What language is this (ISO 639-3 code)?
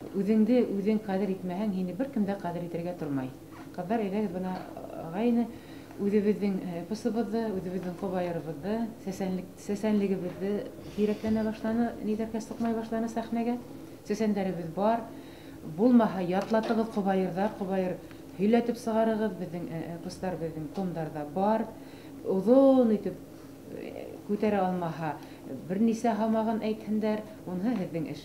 bak